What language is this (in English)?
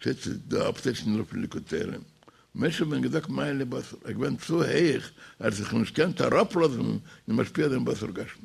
Yiddish